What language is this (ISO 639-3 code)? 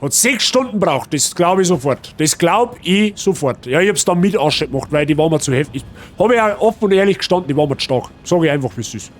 bar